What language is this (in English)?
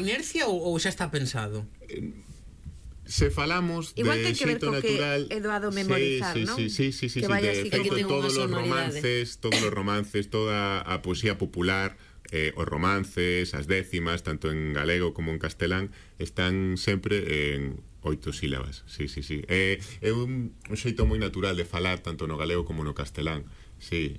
Galician